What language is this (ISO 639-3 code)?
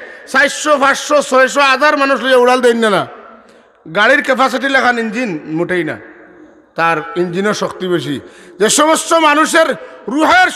syl